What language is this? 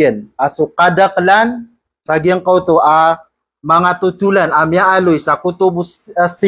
Maranao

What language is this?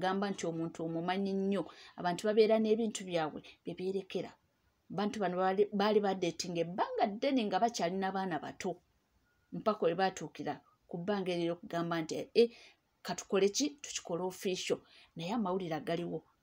Ganda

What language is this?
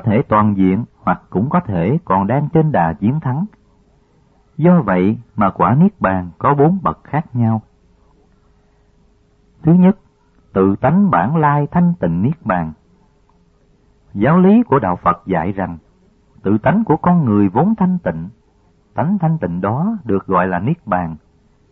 Vietnamese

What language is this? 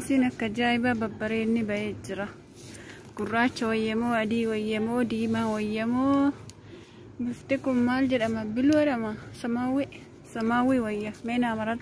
Oromo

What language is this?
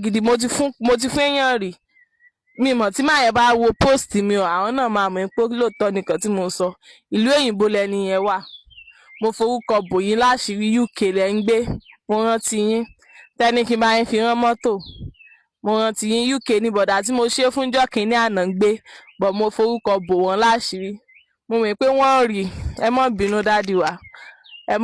Yoruba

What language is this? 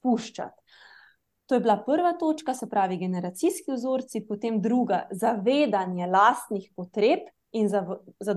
Slovenian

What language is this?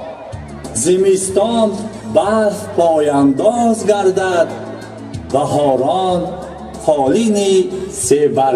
Tajik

